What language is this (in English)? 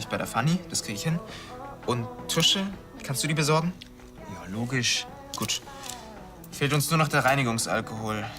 Bavarian